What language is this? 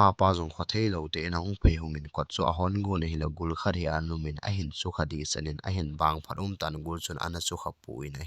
Thado Chin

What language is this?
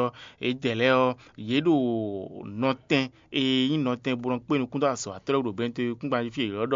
Fon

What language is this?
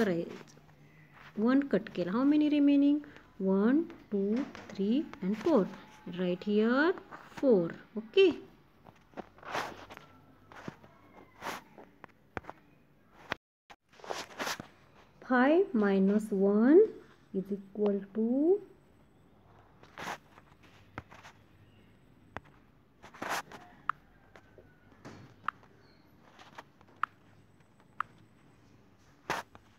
Marathi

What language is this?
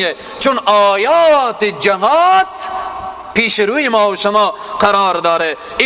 Persian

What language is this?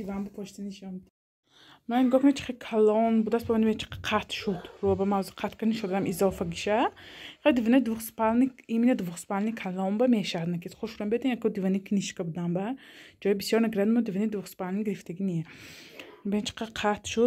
Tajik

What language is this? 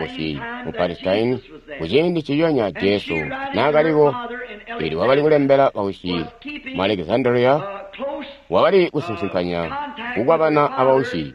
Tonga (Zambia)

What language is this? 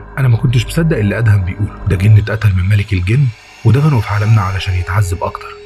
Egyptian Arabic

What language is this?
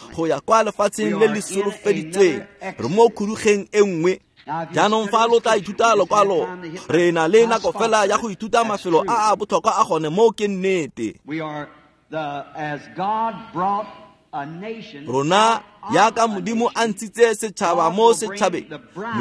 Tswana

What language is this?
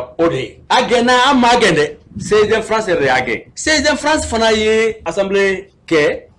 Bambara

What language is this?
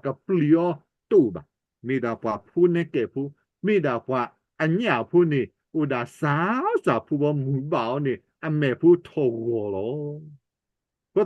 S'gaw Karen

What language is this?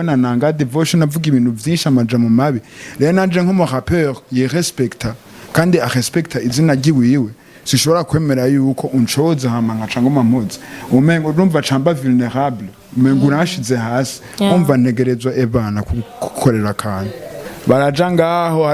Rundi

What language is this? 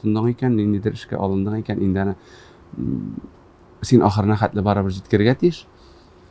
Tatar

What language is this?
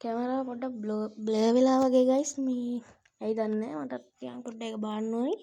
Sinhala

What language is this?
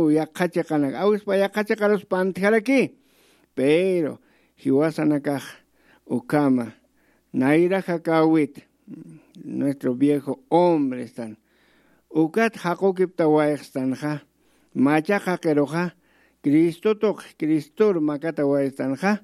Aymara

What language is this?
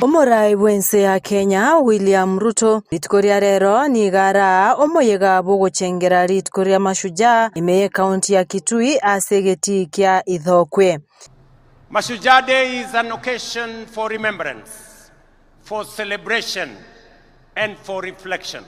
Gusii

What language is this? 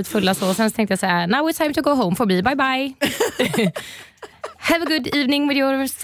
Swedish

